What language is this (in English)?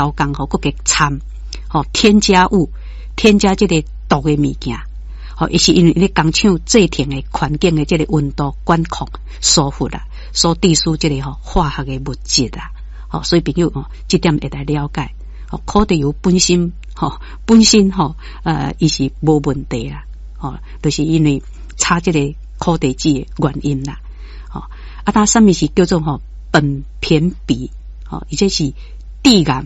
Min Nan Chinese